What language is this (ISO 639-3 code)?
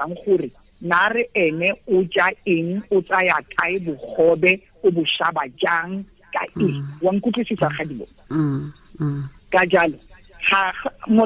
tsn